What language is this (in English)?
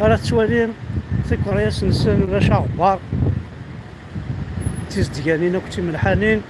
Kabyle